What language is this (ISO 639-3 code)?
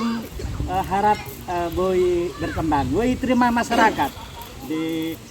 bbc